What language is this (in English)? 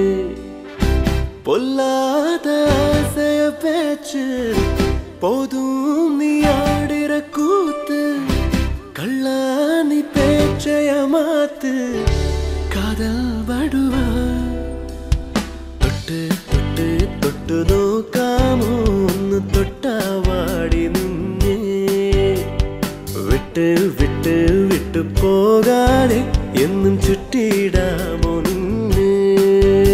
Malayalam